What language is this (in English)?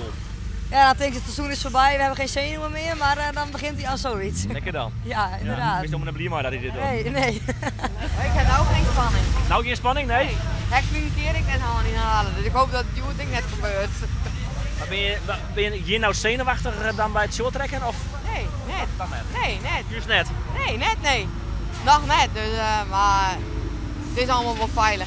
Western Frisian